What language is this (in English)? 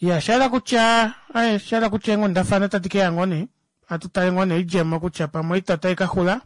Kuanyama